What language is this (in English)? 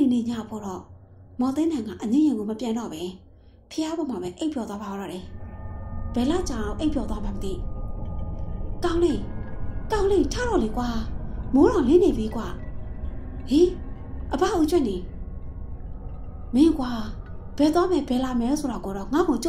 Burmese